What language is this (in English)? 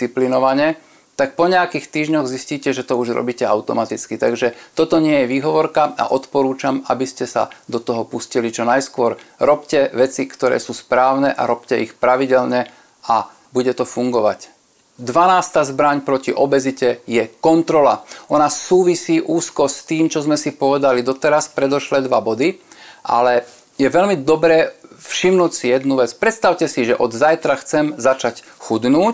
Slovak